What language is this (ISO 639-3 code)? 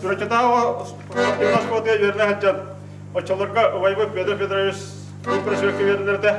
sah